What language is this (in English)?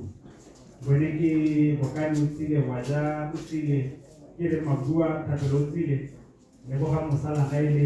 Tswana